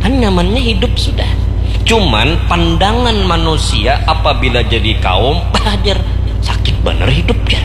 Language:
Banjar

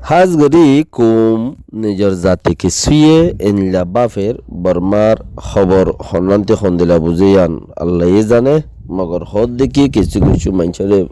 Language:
Rohingya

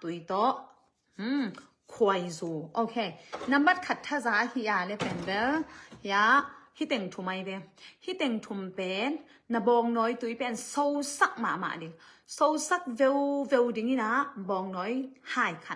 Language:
Tedim Chin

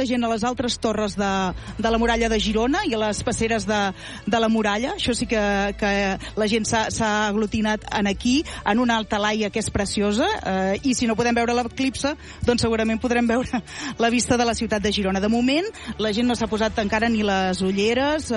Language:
Catalan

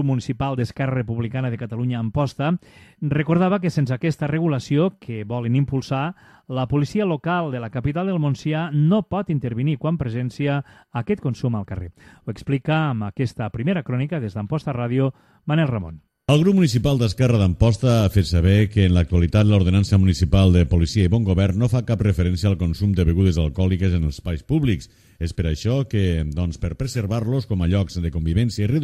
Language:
Catalan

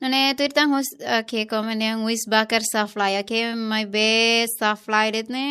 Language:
Tetum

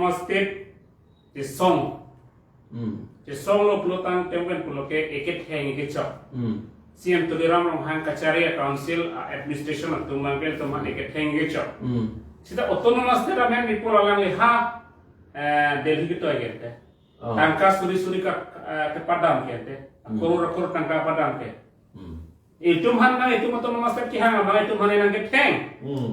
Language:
Karbi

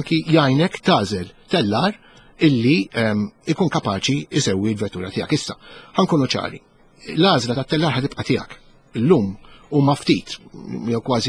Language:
Maltese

